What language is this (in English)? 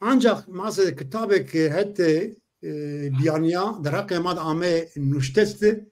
Zaza